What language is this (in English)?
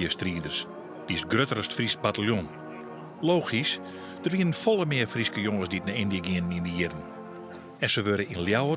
Western Frisian